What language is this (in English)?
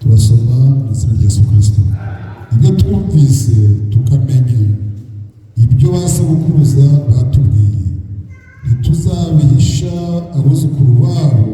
Kinyarwanda